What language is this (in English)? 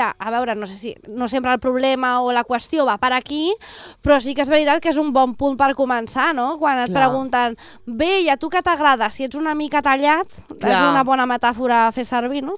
Catalan